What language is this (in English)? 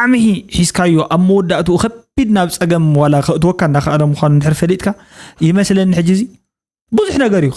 Tigrinya